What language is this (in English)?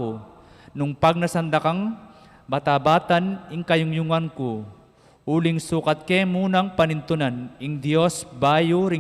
Pampanga